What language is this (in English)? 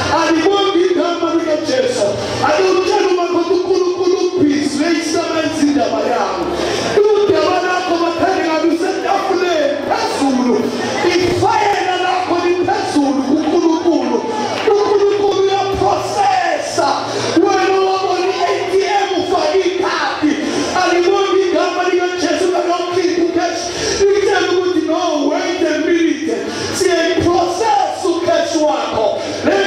Zulu